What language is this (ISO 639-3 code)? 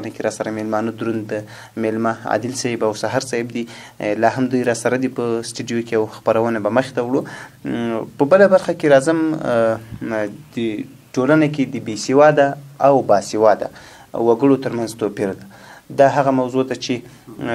pus